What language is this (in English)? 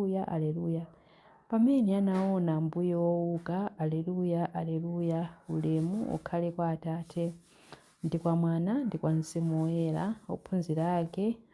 Nyanja